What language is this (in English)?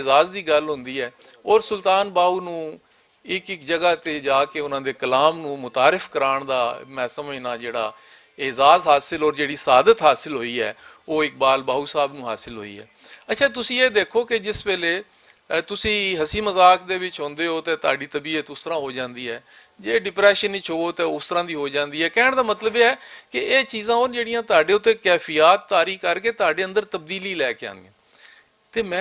Western Panjabi